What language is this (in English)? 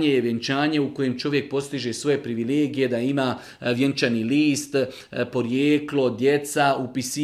Bosnian